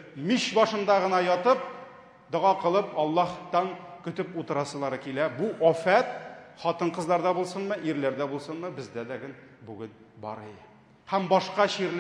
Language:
Tatar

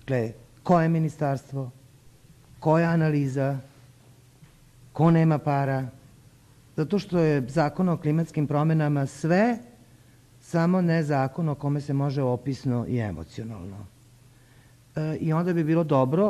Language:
Serbian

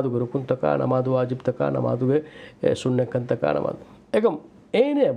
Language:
Divehi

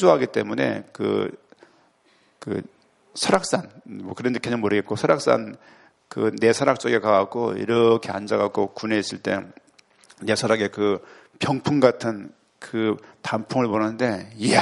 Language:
Korean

